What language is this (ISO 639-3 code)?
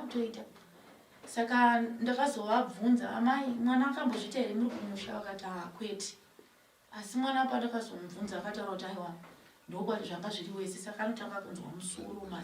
sna